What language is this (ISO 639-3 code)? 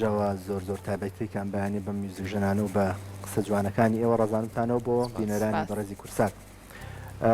ckb